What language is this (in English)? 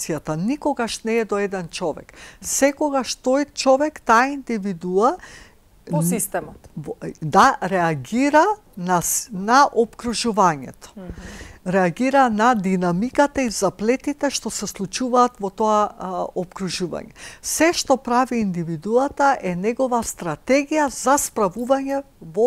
Macedonian